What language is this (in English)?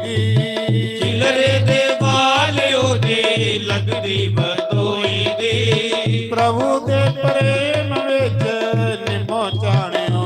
Dogri